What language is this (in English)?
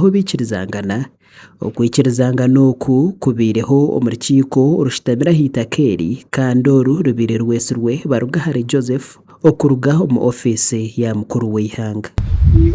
Nyankole